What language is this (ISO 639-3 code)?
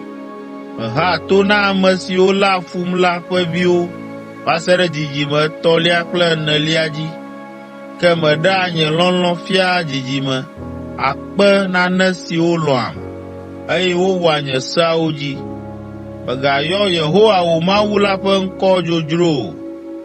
ewe